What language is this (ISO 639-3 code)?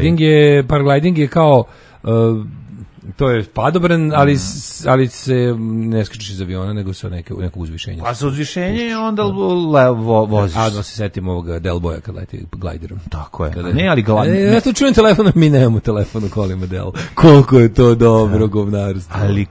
srp